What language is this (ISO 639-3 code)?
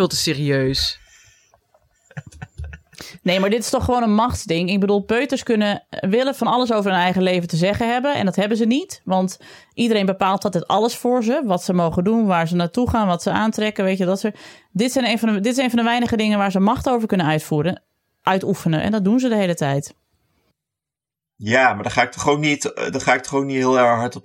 nld